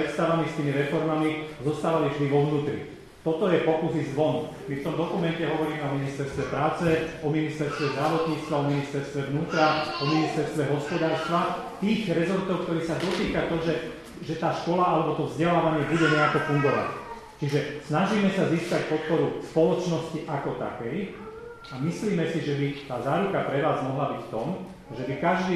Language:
Slovak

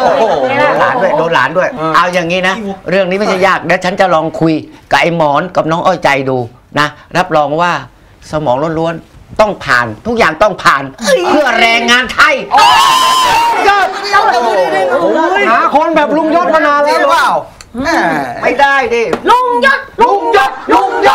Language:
Thai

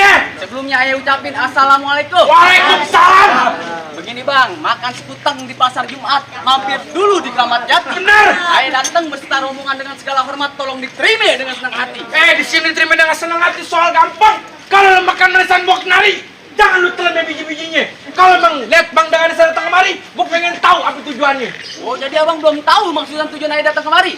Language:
Betawi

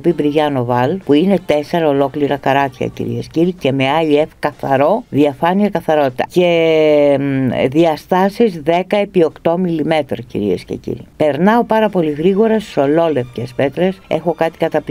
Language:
Greek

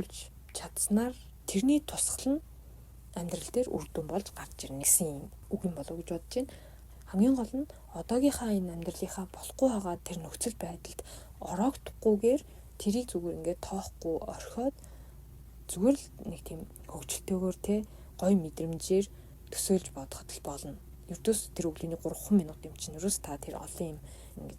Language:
Mongolian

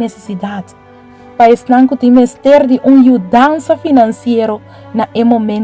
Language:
Papiamento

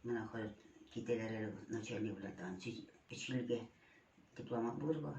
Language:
Tatar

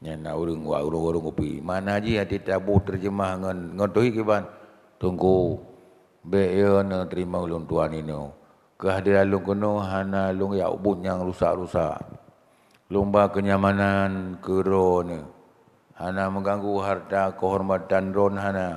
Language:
Achinese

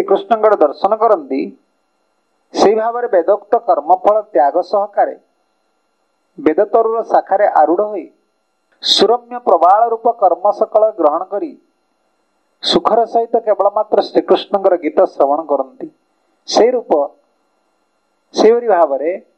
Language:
Odia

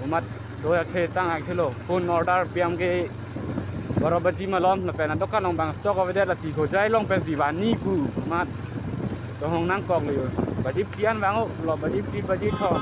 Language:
Karbi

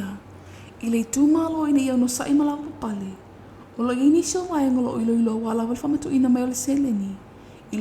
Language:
Samoan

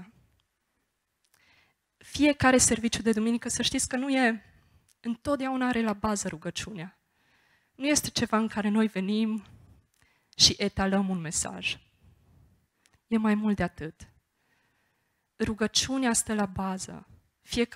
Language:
Romanian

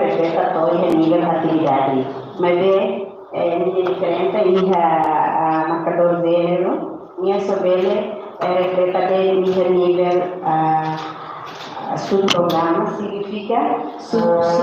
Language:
Tetum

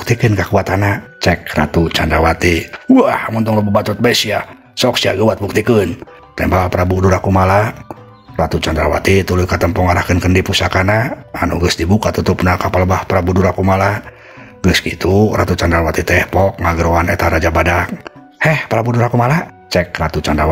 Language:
Sundanese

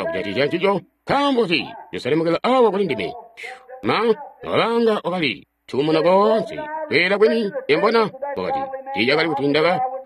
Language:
Tonga (Zambia)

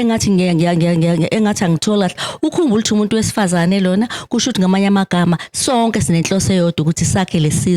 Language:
Zulu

